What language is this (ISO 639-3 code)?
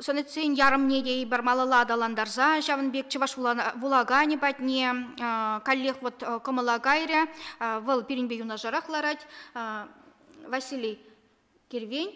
chv